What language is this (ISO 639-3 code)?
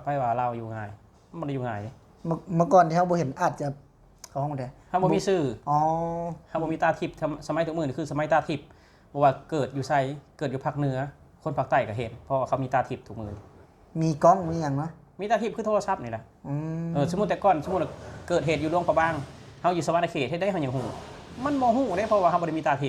lao